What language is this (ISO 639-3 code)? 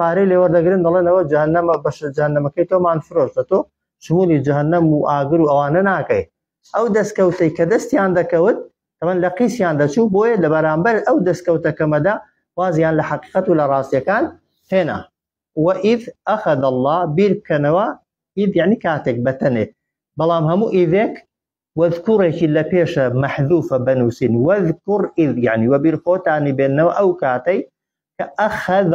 ckb